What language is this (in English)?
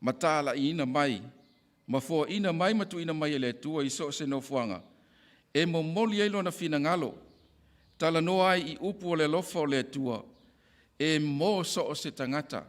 Samoan